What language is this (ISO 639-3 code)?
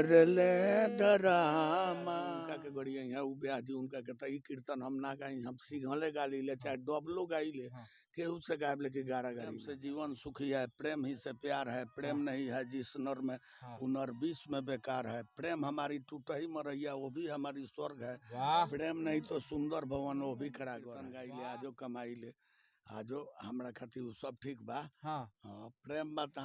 bho